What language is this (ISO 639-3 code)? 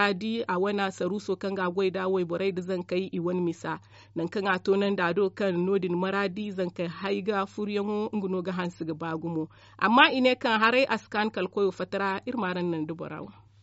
dje